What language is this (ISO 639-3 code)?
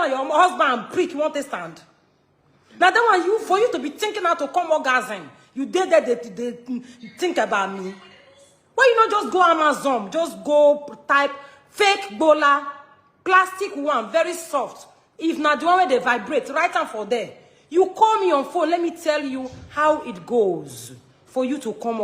pcm